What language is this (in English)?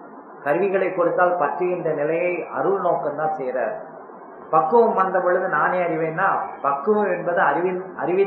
Tamil